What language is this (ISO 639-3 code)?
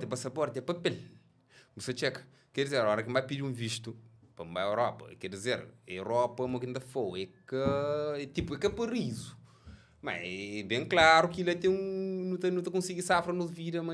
kea